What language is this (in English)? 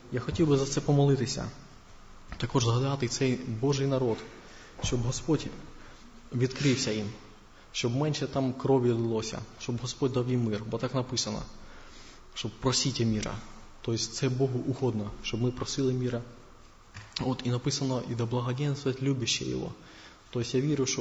Ukrainian